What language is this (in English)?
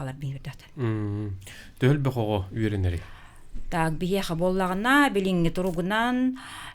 Yakut